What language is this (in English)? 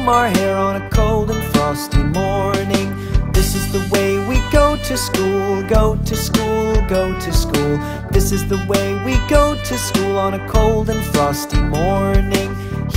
English